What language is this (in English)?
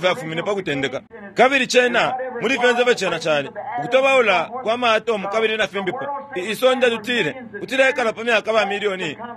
Bemba